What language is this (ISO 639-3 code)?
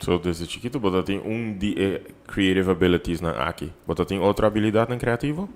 pap